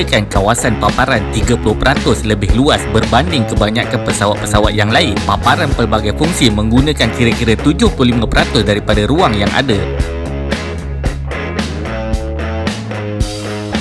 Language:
Malay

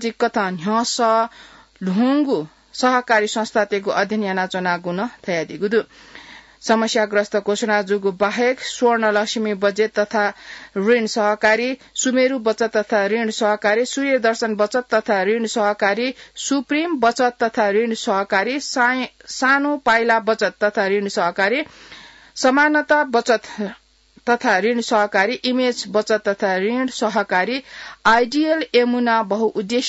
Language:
Newari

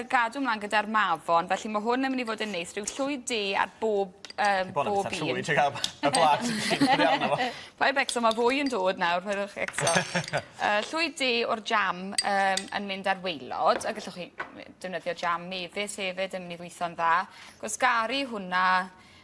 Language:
Welsh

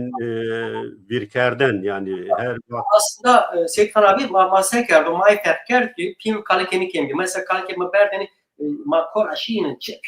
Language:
Zaza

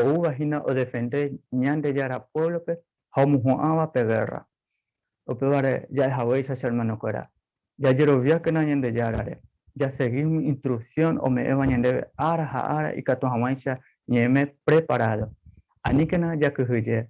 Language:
Guarani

